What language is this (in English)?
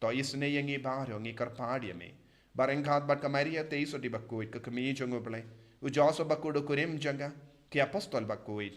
Khasi